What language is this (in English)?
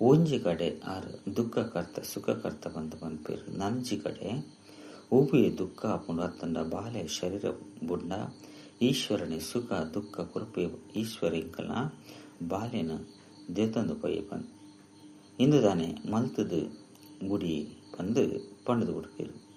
Tulu